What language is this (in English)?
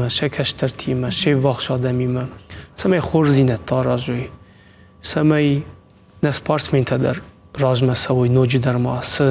Ossetic